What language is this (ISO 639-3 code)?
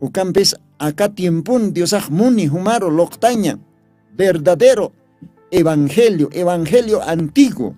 aym